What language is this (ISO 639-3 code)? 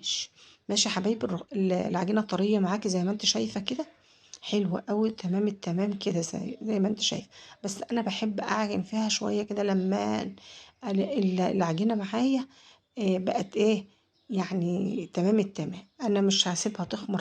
arz